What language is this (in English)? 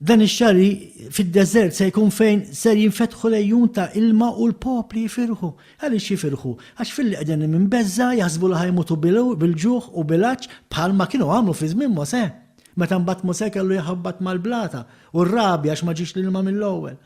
Maltese